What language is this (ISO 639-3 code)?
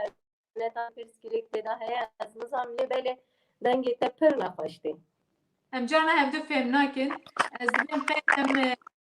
kur